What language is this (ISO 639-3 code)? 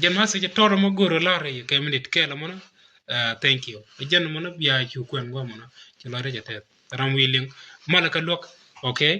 nus